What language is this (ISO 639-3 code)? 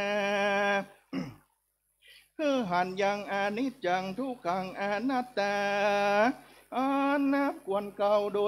tha